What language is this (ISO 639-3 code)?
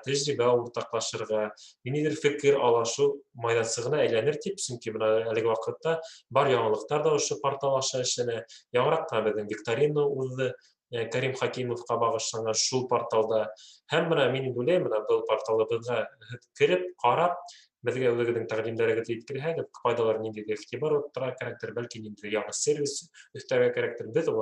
bak